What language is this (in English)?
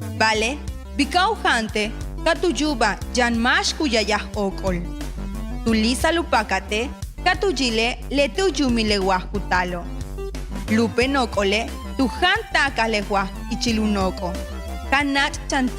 Yucateco